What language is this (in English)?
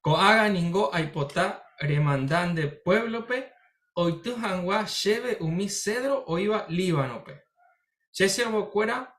Guarani